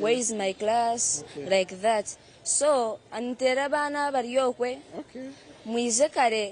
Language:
Nyankole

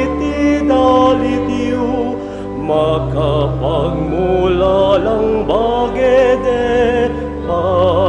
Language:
Pampanga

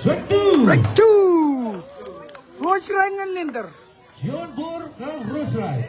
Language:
Marshallese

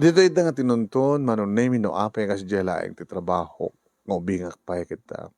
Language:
Iloko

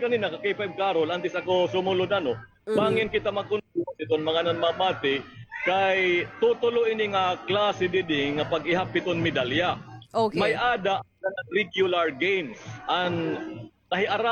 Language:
Waray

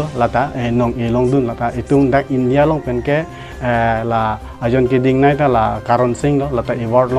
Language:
Karbi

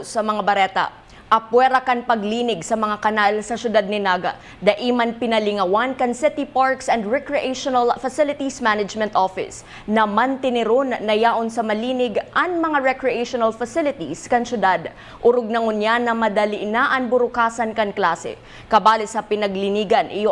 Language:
Bikol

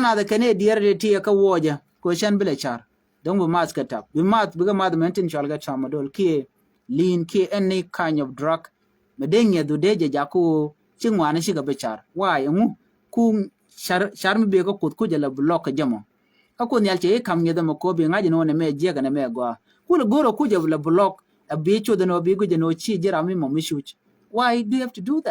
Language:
Nuer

